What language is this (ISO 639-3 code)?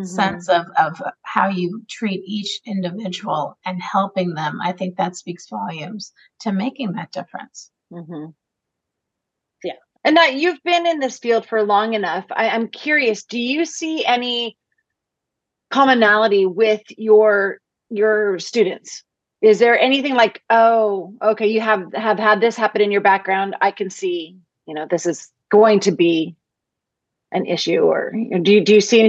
eng